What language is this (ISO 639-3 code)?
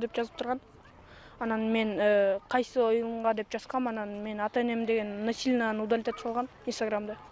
kir